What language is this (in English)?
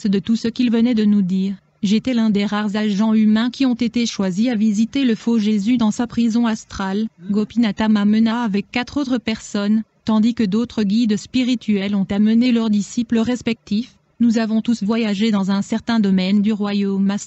French